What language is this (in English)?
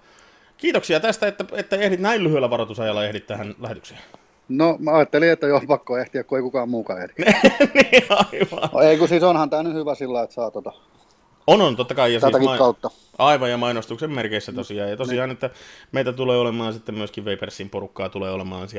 Finnish